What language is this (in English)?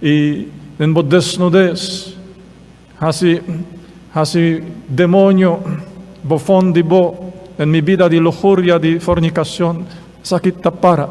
Papiamento